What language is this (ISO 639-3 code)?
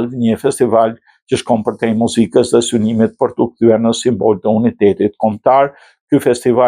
sqi